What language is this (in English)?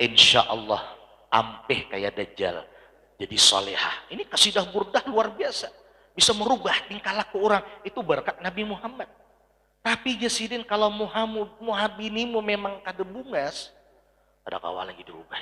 Banjar